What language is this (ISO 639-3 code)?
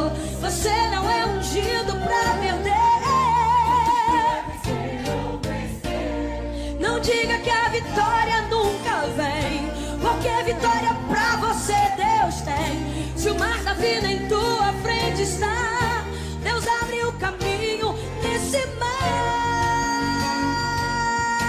por